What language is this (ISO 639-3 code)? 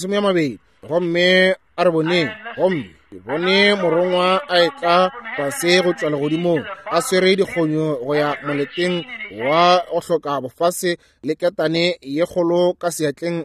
nso